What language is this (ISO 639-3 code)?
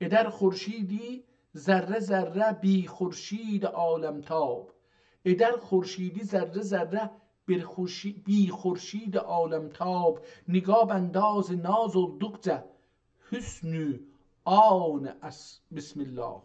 azb